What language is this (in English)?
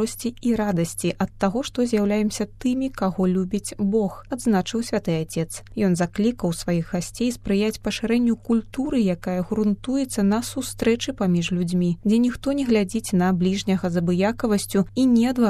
Belarusian